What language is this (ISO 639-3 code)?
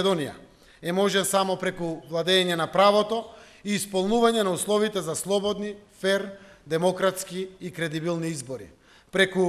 mkd